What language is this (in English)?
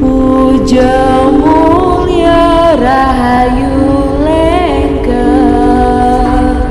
Balinese